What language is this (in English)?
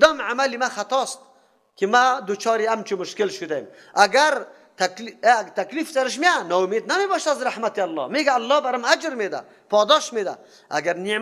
Persian